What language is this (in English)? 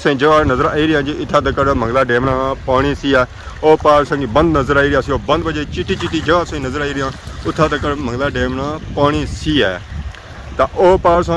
Pahari-Potwari